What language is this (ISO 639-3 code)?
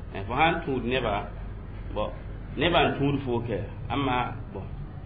mos